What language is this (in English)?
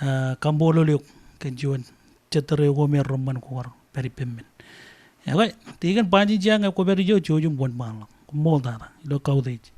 Marshallese